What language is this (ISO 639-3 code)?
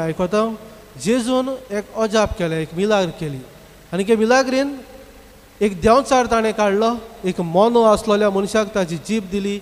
kok